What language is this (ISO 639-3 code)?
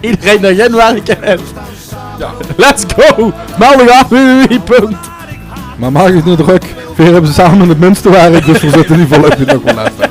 lim